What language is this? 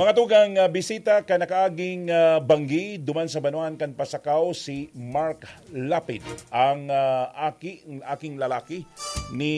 Bikol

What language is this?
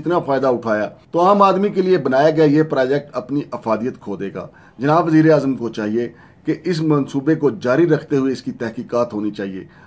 Urdu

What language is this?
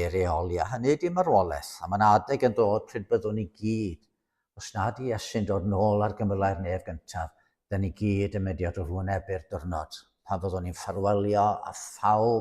Welsh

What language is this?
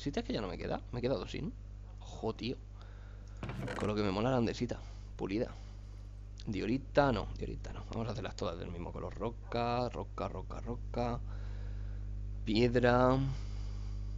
Spanish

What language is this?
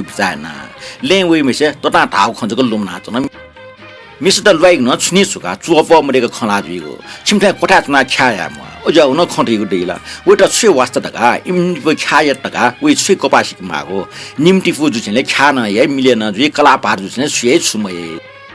Newari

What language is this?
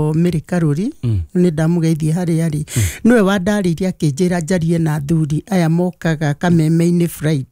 Kikuyu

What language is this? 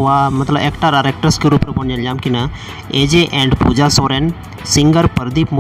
Santali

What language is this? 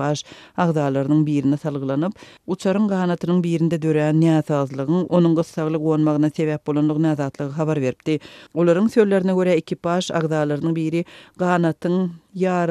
Turkmen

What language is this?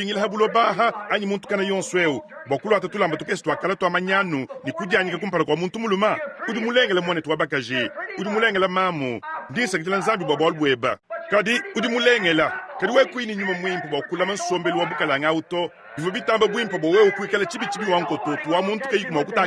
Luba-Lulua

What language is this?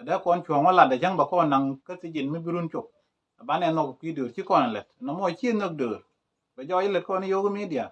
Nuer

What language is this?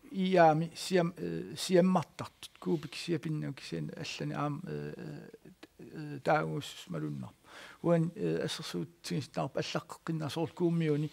Kalaallisut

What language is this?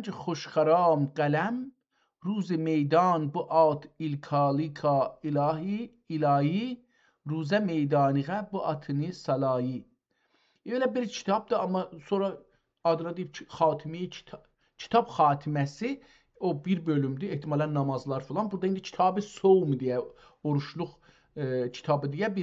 South Azerbaijani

